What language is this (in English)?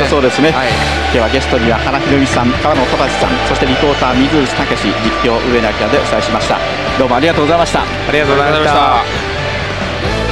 Japanese